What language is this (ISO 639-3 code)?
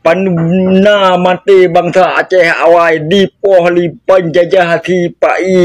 ace